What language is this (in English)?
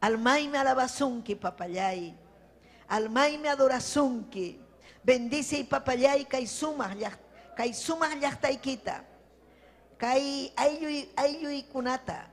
Ayacucho Quechua